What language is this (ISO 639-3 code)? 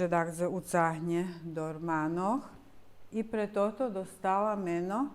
rue